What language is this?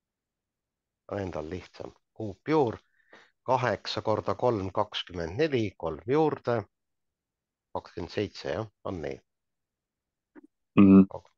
Estonian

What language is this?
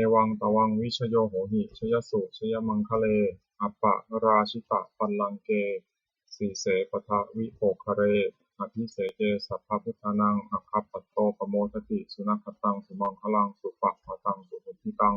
Pali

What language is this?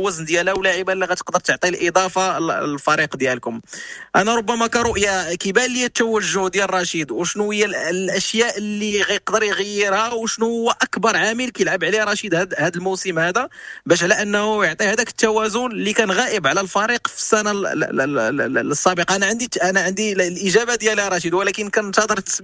Moroccan Arabic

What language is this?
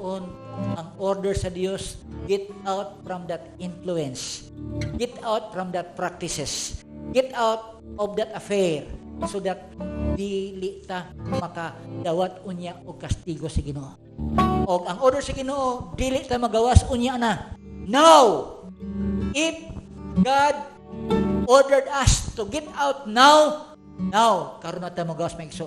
Cebuano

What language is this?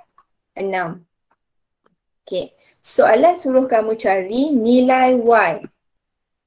Malay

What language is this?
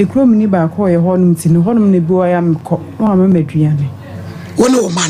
Akan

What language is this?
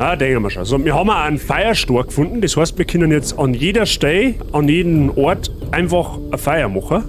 Bavarian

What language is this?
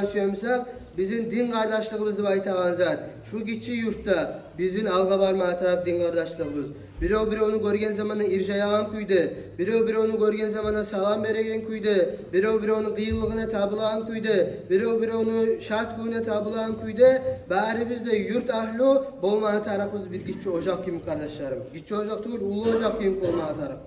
Kumyk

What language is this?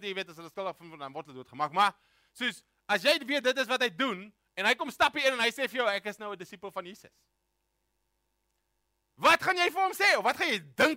Afrikaans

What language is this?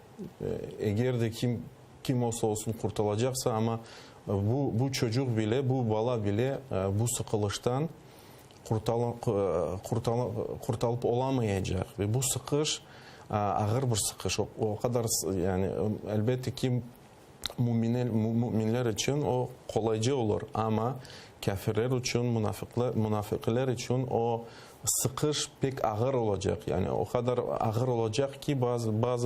Crimean Tatar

